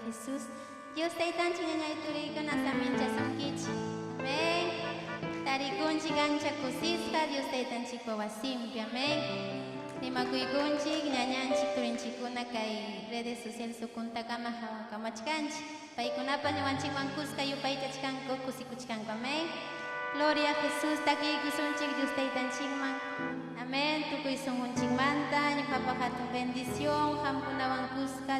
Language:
Ayacucho Quechua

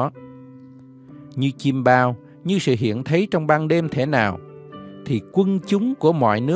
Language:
Vietnamese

